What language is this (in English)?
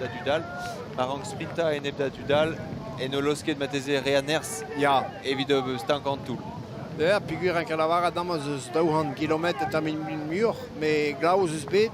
Breton